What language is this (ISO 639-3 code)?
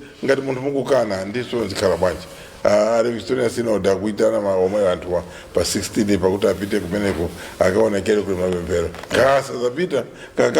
nya